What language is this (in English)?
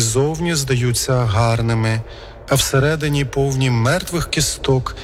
Ukrainian